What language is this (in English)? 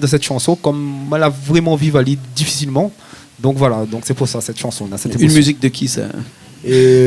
Réunion Creole French